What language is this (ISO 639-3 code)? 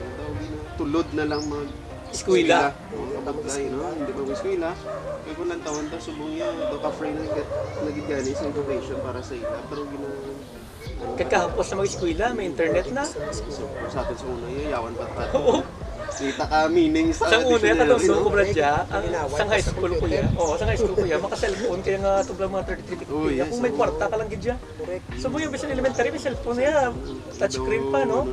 hil